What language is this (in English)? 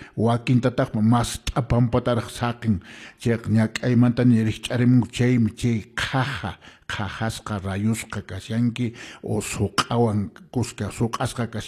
Quechua